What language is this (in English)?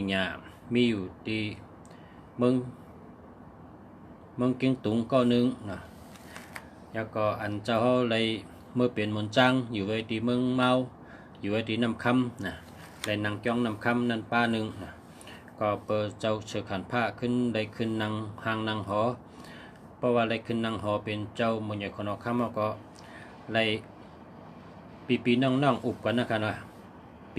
Shan